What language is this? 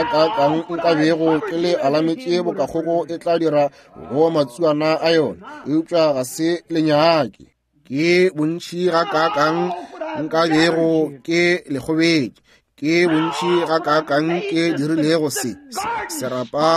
Northern Sotho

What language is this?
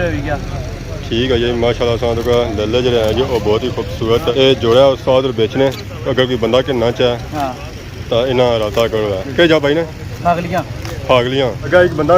Pahari-Potwari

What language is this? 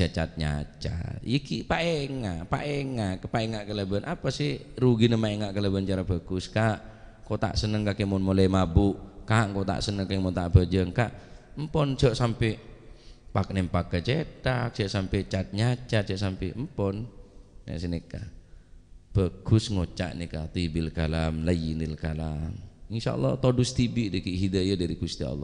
Madurese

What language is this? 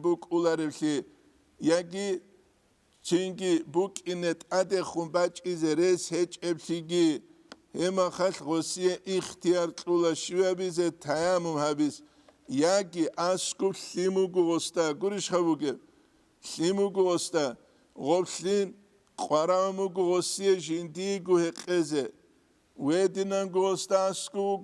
Avaric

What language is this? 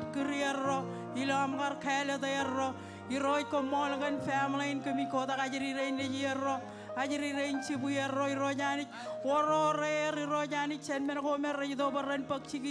Marshallese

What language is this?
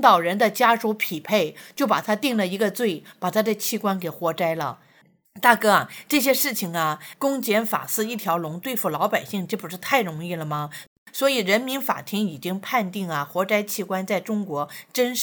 Chinese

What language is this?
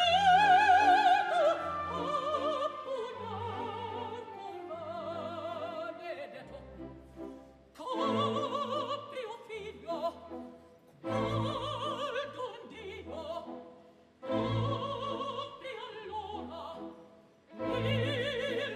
Italian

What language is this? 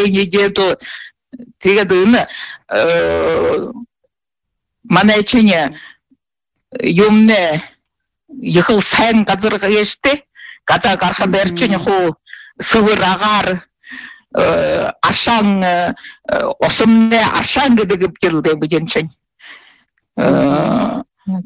Buriat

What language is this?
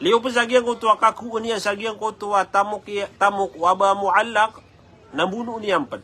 Maranao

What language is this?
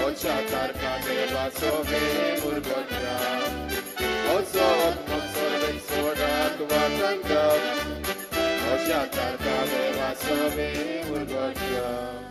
Konkani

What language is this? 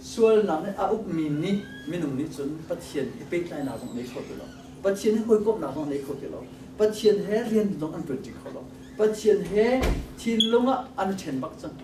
Hakha Chin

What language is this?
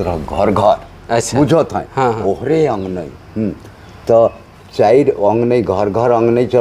Sadri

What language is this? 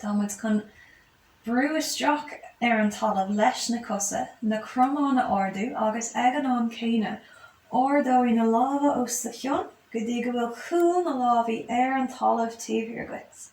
Irish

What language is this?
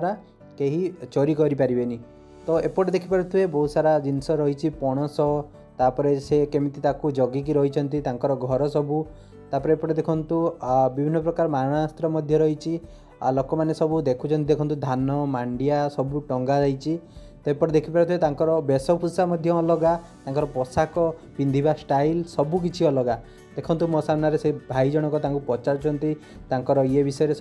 Odia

